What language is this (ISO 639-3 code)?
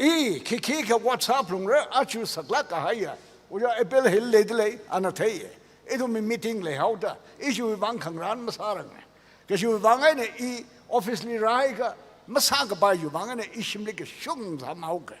nmf